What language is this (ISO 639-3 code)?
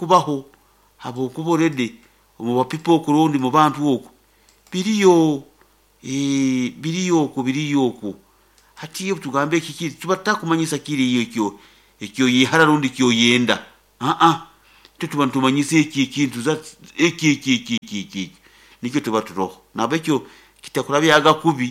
nyo